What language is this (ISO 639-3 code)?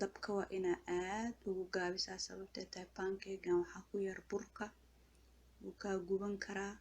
som